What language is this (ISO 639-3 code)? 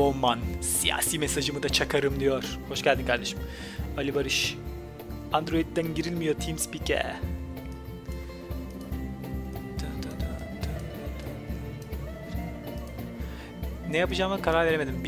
tur